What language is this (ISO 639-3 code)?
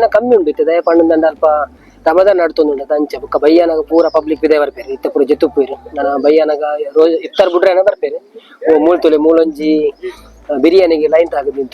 tcy